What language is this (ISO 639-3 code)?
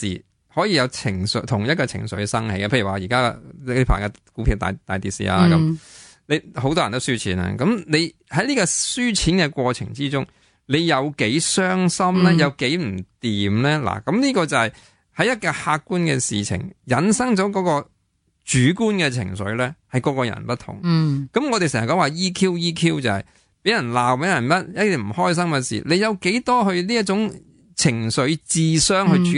yue